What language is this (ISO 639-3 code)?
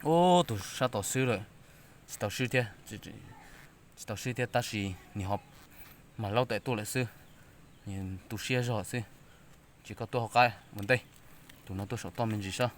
hmn